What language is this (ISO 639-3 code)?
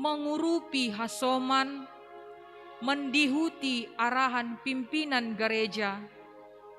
bts